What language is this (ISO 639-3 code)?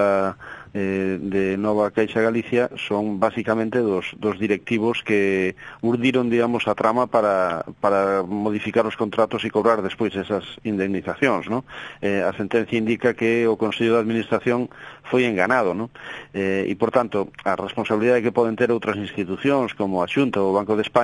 glg